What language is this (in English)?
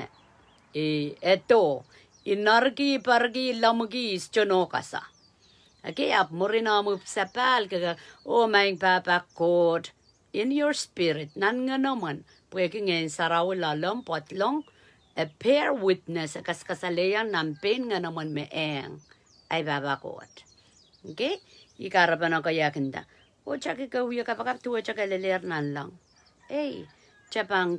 Pohnpeian